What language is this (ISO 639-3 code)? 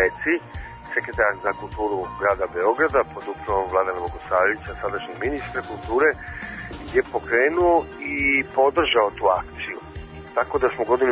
srp